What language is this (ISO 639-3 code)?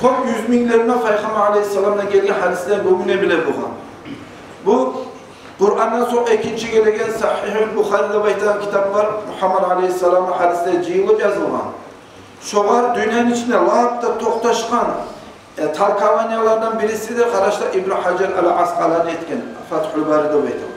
kum